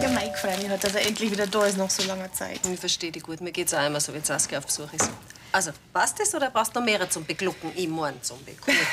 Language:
Bavarian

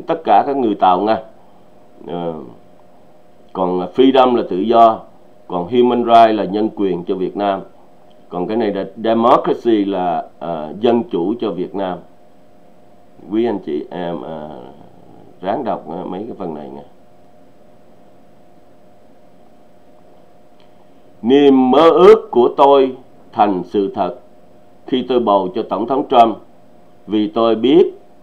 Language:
Vietnamese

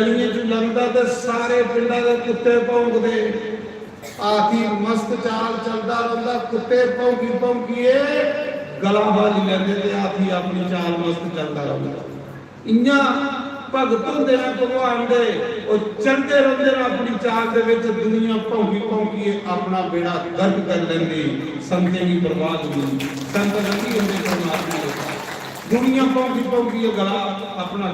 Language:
Dogri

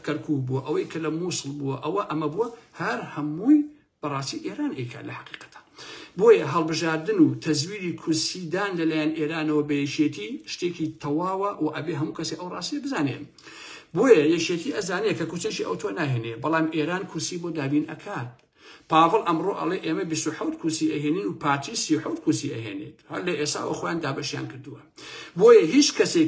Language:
Central Kurdish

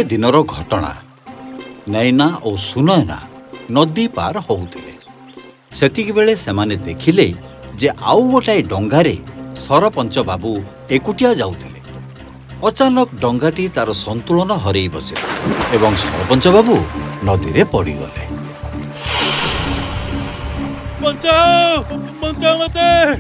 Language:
Odia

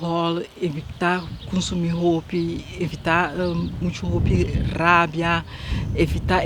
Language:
Papiamento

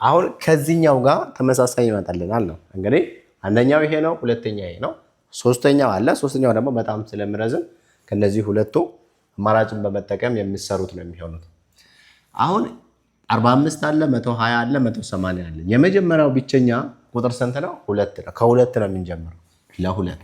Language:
Amharic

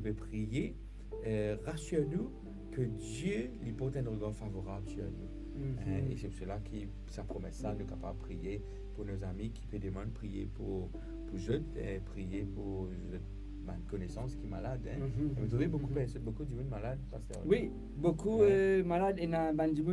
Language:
Morisyen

